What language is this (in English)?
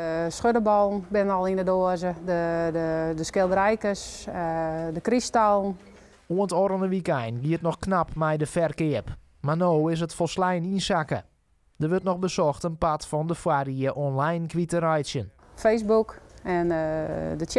Western Frisian